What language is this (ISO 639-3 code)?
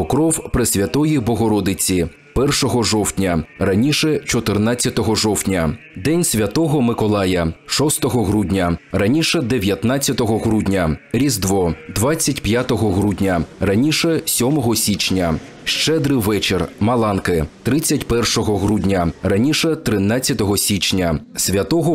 ukr